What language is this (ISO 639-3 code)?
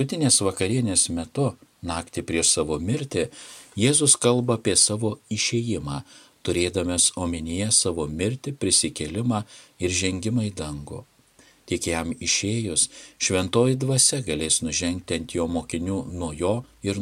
lit